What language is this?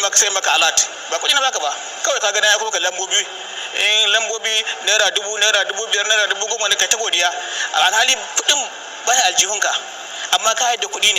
Hausa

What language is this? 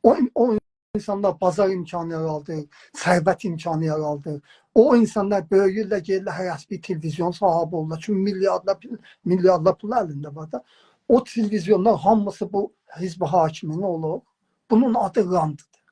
South Azerbaijani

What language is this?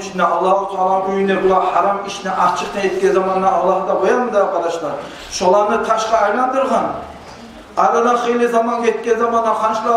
Kumyk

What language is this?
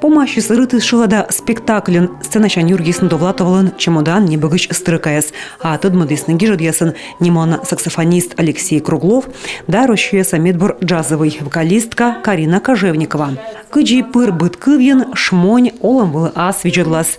Komi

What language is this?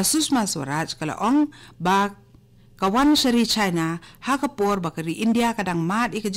Khasi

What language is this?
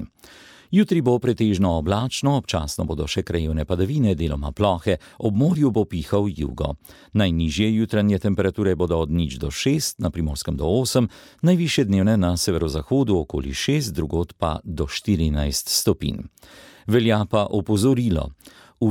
Slovenian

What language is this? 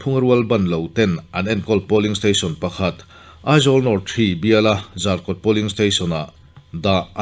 Mizo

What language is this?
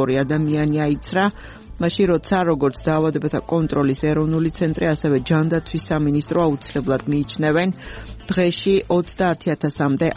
Georgian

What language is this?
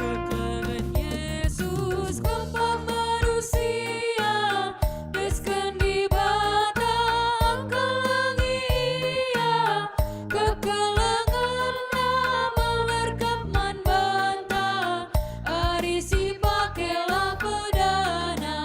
Batak Karo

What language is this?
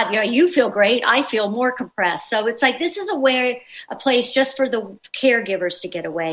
English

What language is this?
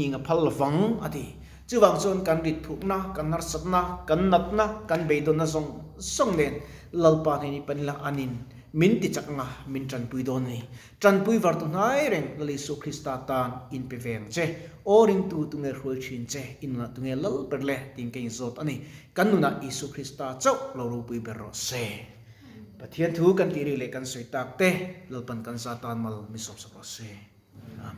Mizo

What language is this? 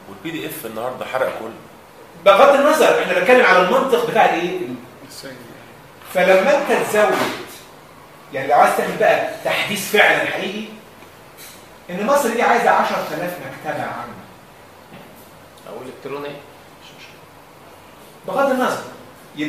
Egyptian Arabic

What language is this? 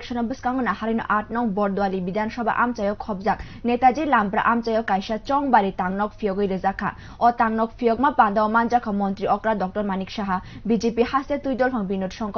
Kok Borok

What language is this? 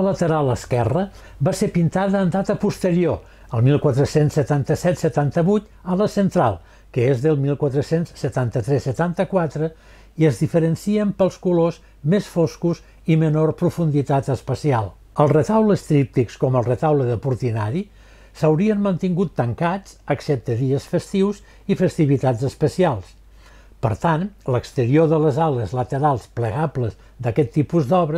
Catalan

